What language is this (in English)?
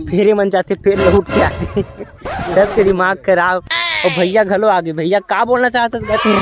Chhattisgarhi